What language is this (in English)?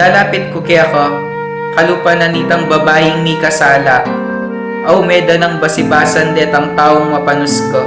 Pampanga